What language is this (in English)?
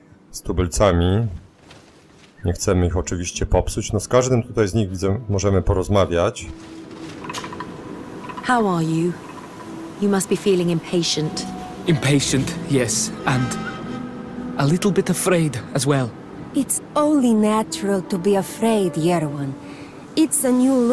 Polish